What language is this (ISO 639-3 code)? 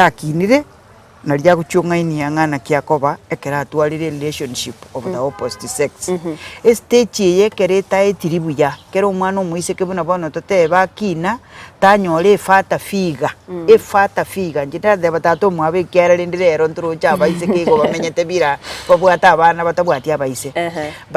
guz